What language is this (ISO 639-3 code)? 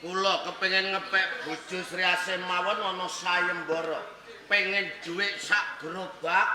jav